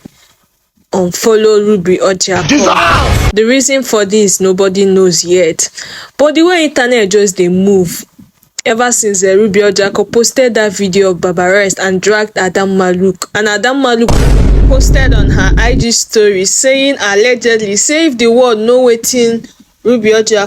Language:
Nigerian Pidgin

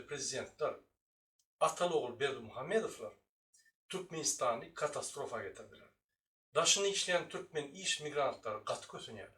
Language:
Turkmen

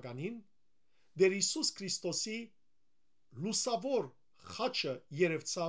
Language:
Western Armenian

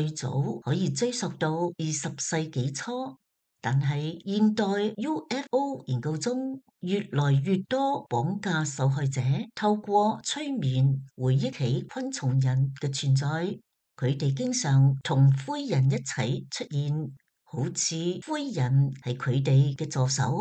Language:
Cantonese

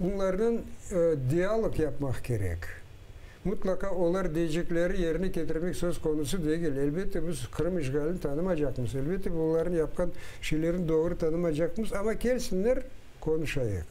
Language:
Crimean Tatar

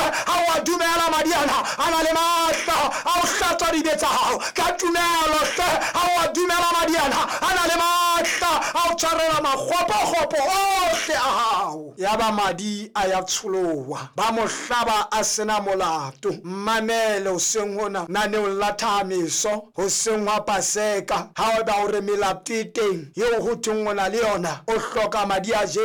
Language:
Southern Sotho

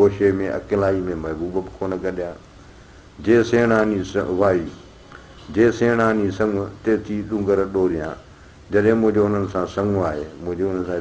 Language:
Sindhi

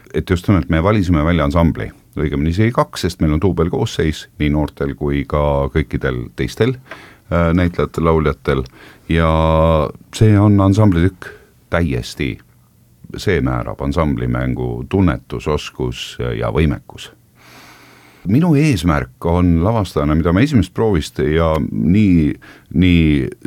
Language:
Estonian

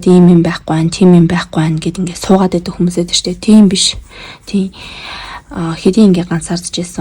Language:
Mongolian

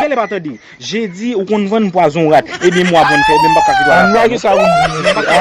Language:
Haitian Creole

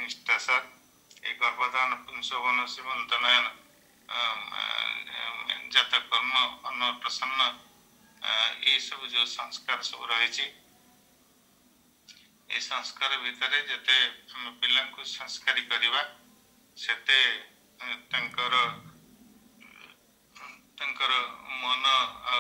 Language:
Odia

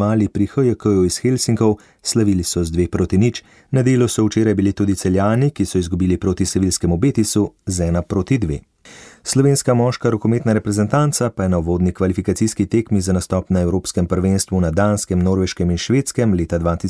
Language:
Slovenian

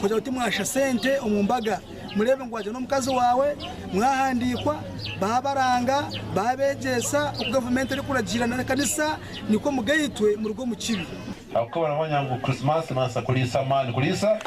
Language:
Nyankole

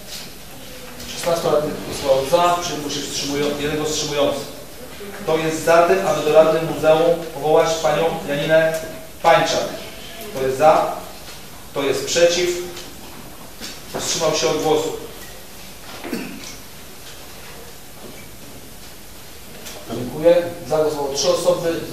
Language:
Polish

